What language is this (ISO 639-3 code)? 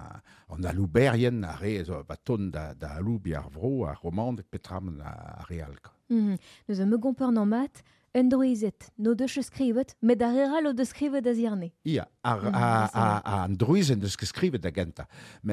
bre